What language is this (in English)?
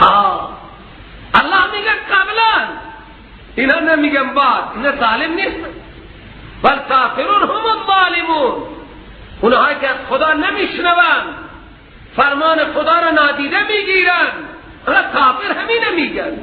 Persian